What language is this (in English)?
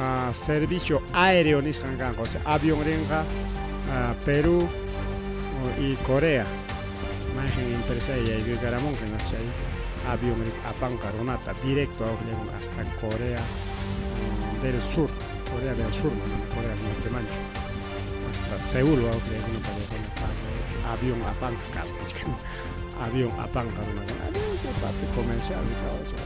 Ayacucho Quechua